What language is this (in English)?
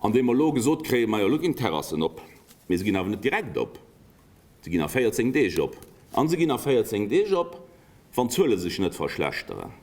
Luxembourgish